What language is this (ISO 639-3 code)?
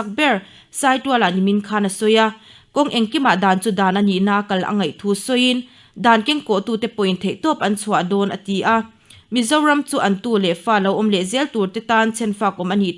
lus